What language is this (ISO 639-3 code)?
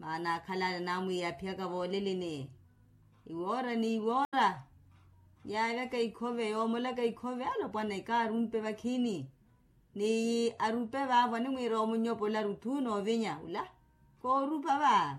vmw